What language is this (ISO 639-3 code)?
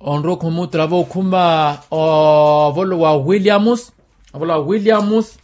vmw